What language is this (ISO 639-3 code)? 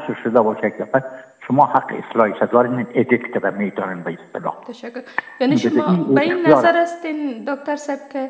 fas